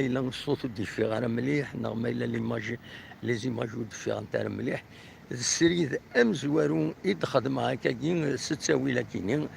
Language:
Kabyle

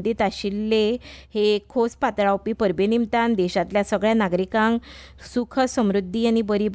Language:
Konkani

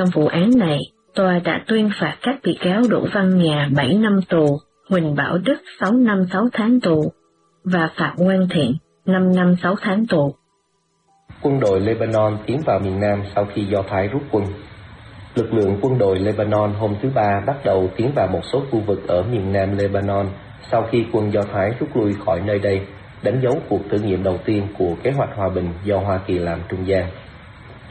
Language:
Vietnamese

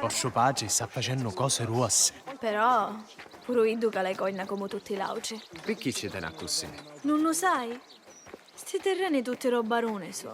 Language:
Sicilian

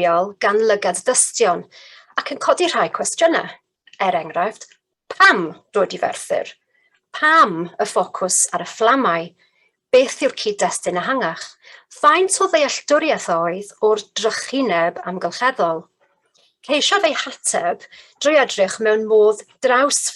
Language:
Welsh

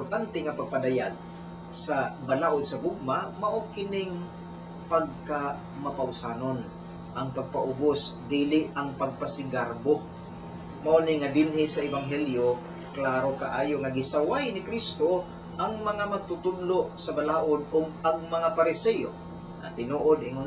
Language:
Cebuano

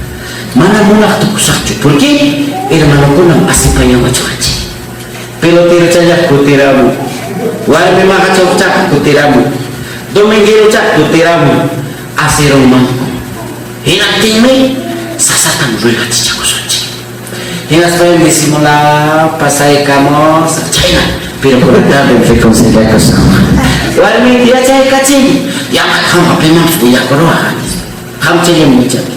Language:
Ayacucho Quechua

